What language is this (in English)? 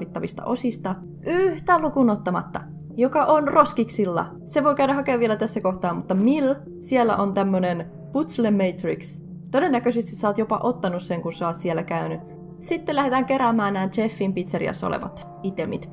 Finnish